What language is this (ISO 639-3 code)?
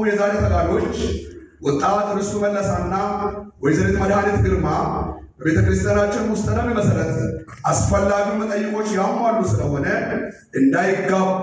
amh